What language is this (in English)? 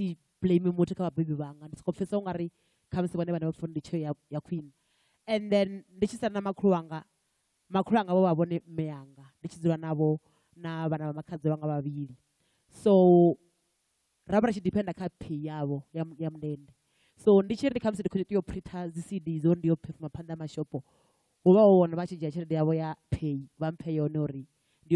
Venda